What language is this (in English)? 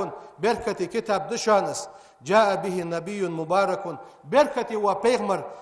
Ingush